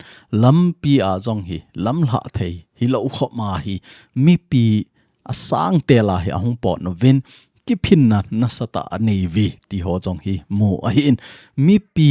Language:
Thado Chin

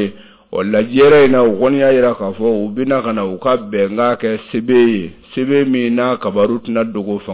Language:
Bambara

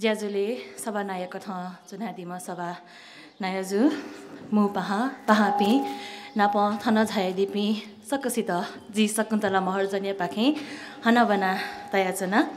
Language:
Newari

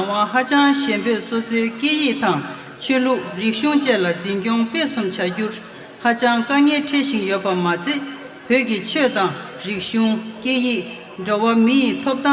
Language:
Tibetan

